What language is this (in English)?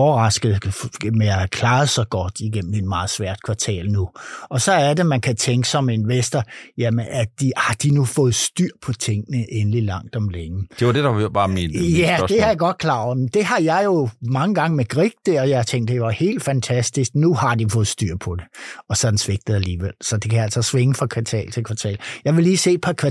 Danish